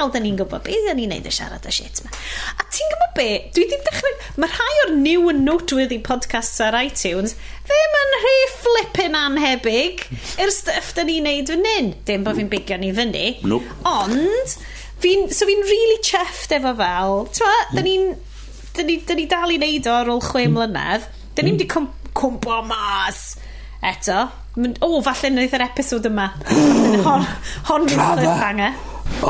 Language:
Welsh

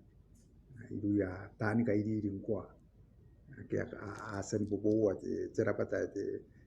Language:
Gilbertese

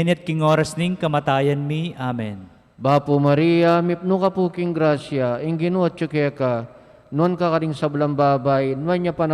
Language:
Pampanga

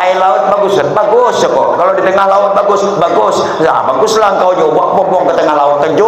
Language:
Banjar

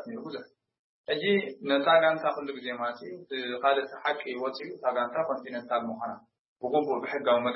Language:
Tigrinya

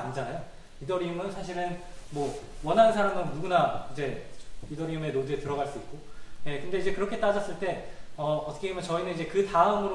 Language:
Korean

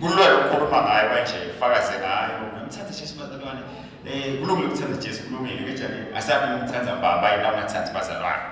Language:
Swati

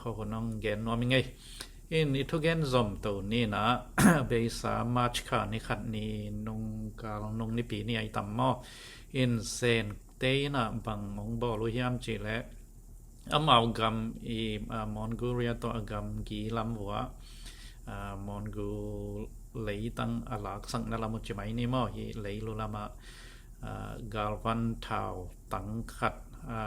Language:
Tedim Chin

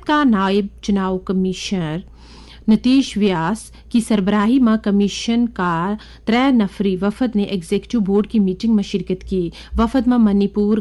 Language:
Gujari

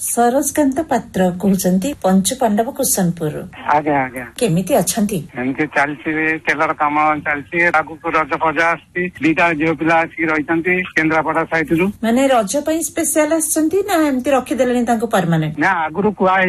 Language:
Odia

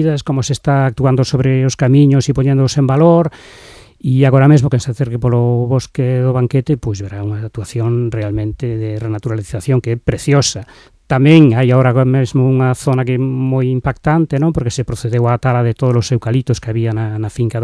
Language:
Galician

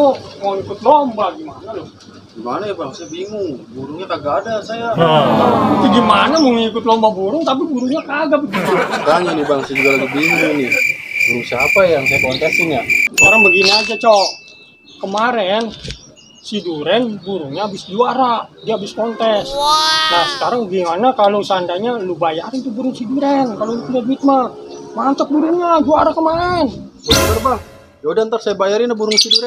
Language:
Betawi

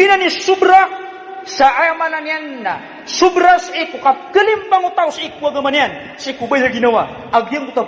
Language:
Maranao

